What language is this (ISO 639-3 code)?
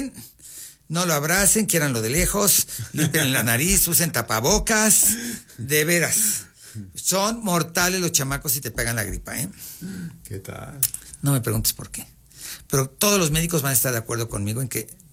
spa